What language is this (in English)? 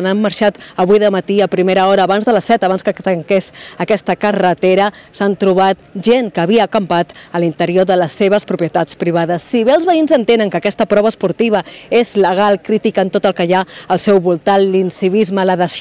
Catalan